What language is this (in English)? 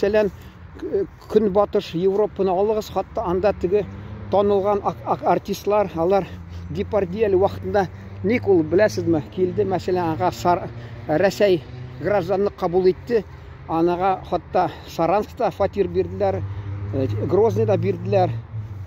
Tatar